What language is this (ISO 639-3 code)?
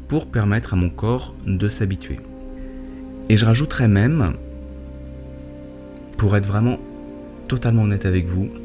fra